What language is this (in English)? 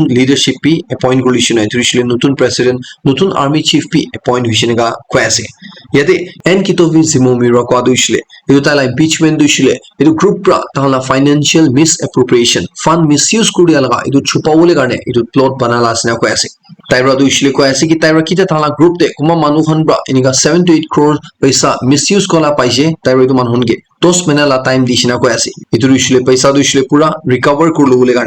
Naga Pidgin